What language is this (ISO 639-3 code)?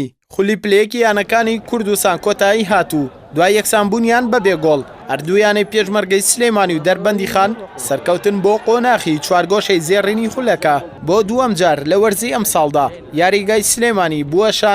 ckb